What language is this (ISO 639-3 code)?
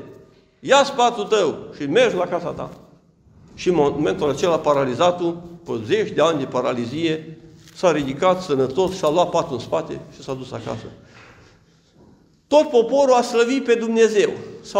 ron